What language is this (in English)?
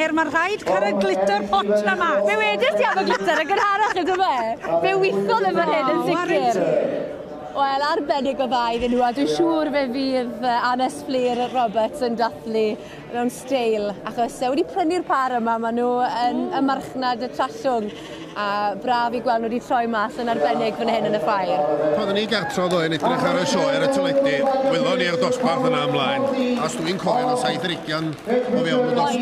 Welsh